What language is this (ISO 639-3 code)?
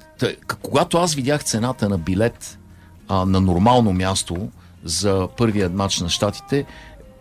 bul